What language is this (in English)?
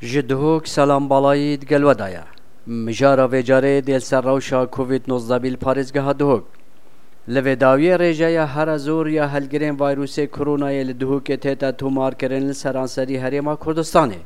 Kurdish